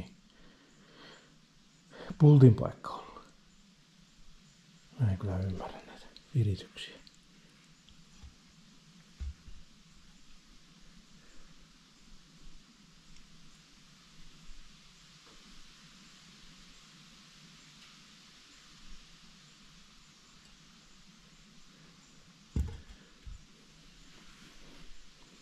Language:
Finnish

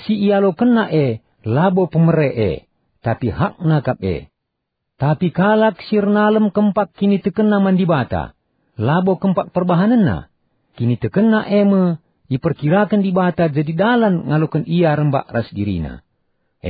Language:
Batak Karo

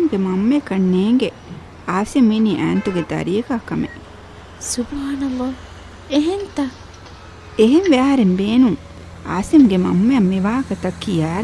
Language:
Divehi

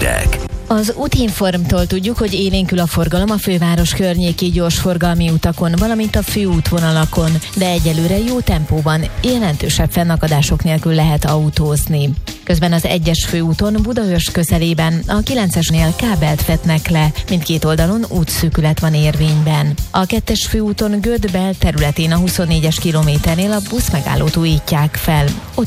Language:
Hungarian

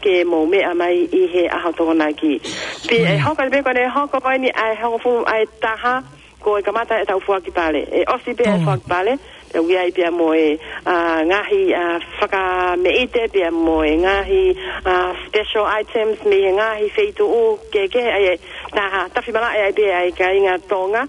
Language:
Tongan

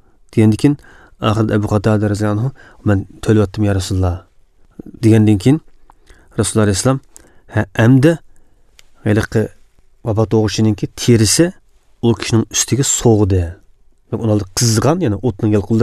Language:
Uyghur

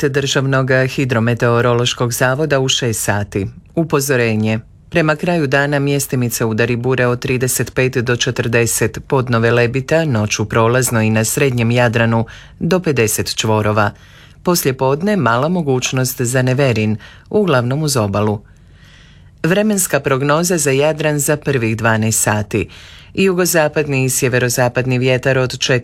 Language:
Croatian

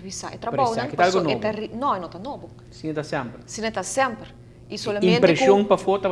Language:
Papiamento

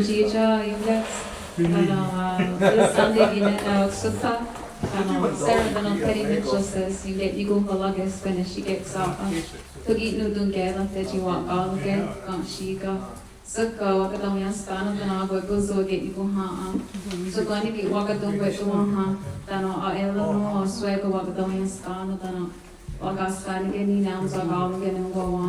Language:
Mohawk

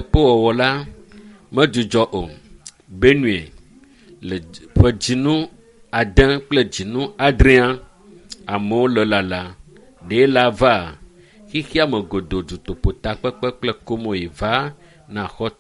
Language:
Ewe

